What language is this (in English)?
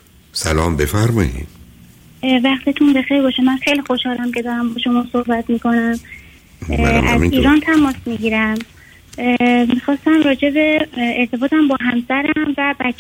Persian